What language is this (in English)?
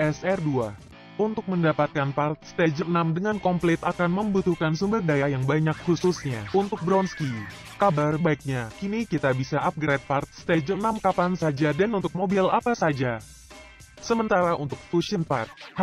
Indonesian